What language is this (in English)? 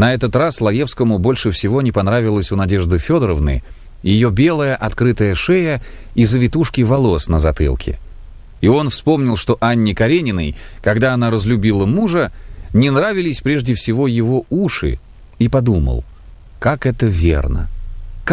Russian